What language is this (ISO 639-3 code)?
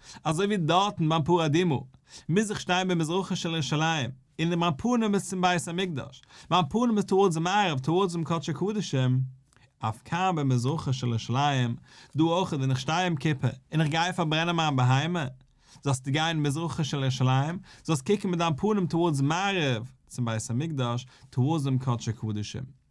yid